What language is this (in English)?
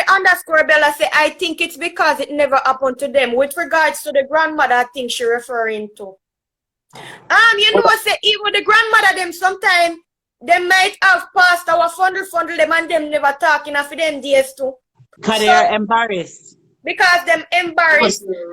Jamaican Creole English